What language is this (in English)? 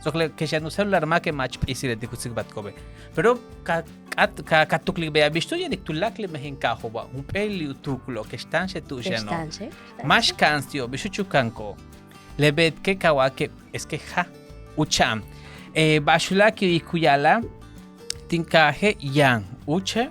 Yucateco